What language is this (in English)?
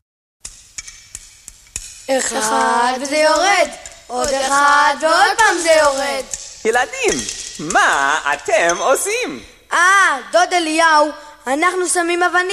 Hebrew